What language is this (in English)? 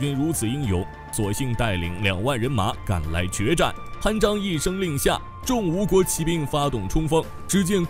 Chinese